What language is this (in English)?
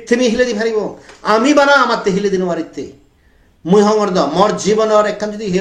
Chakma